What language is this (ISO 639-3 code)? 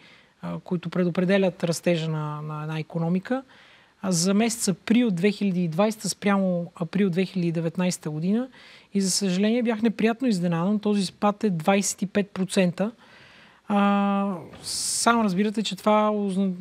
bul